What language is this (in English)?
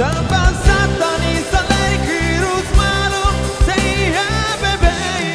Tetum